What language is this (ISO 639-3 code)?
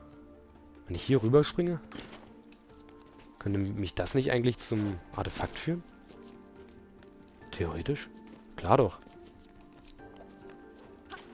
deu